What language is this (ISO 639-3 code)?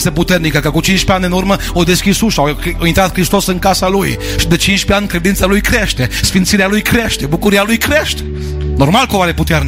ron